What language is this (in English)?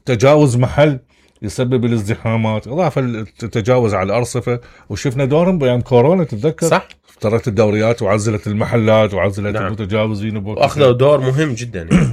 Mesopotamian Arabic